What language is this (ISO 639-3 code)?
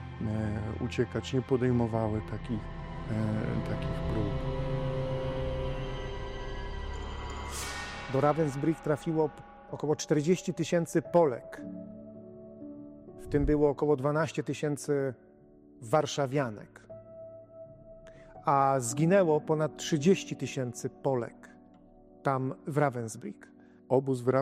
pol